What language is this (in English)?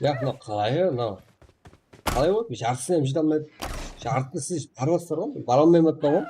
Kara-Kalpak